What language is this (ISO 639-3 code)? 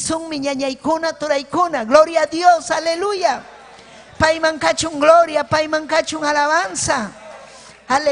quy